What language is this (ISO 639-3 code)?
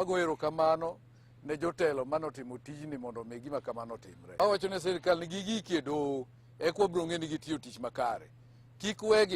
luo